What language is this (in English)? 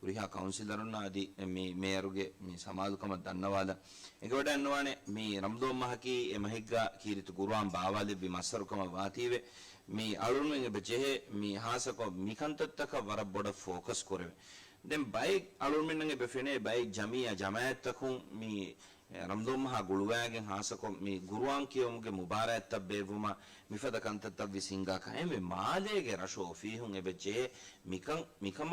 Divehi